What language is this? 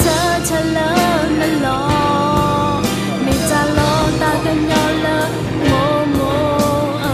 S'gaw Karen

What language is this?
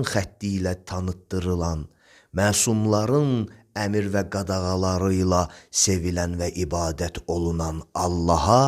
Azerbaijani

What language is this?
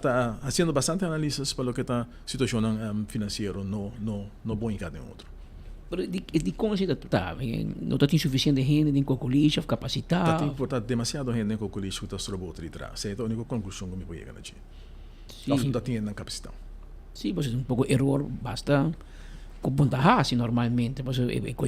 Papiamento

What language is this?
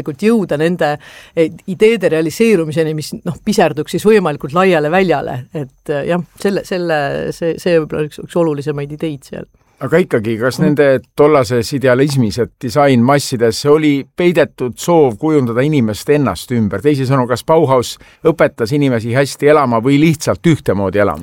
Estonian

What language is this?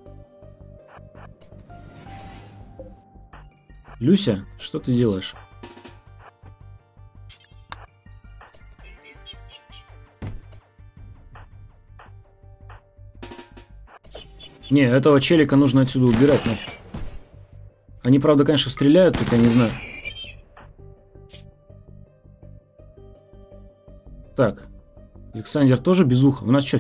Russian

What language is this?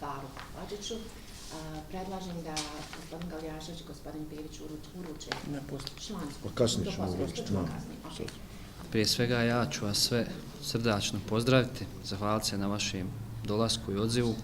Bosnian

